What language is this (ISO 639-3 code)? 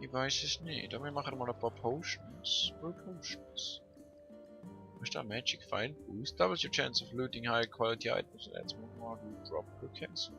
gsw